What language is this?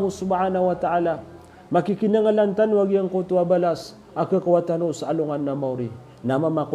Maranao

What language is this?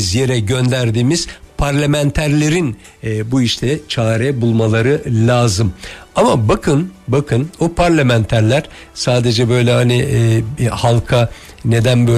Turkish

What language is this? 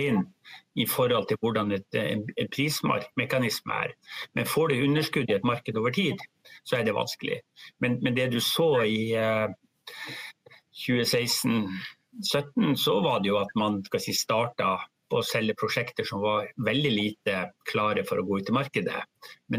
Norwegian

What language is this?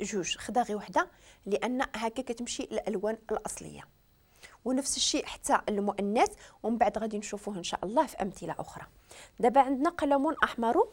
Moroccan Arabic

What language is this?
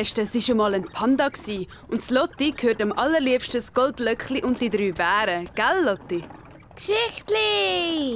Swiss German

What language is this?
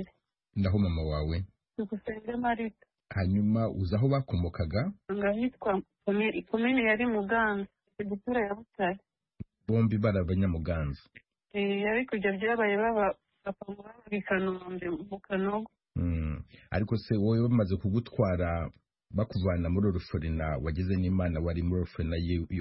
Kinyarwanda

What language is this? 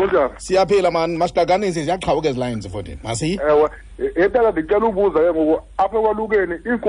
Xhosa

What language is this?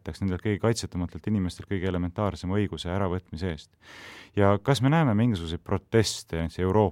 Estonian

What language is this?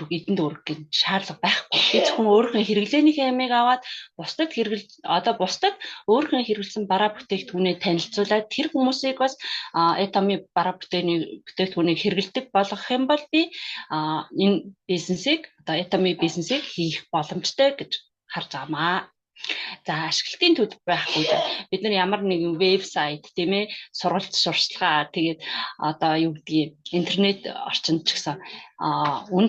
Mongolian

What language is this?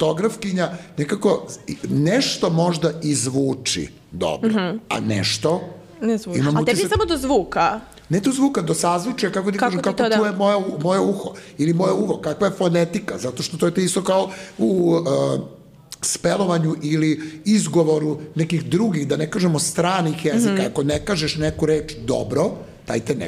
Serbian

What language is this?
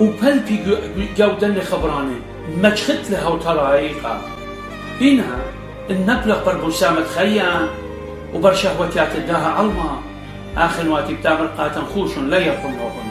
Assyrian Neo-Aramaic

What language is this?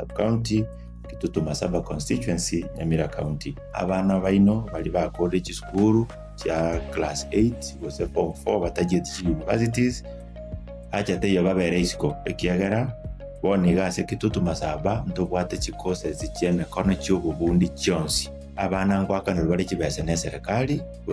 Gusii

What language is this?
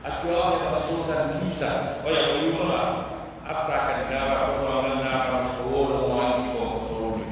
Pular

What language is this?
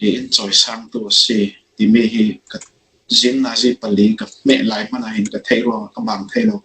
Falam Chin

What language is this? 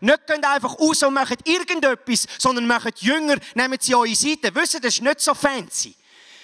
Swiss German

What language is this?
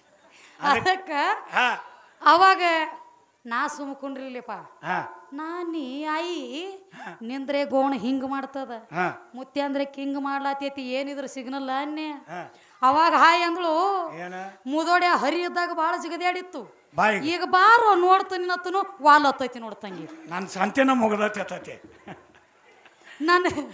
Kannada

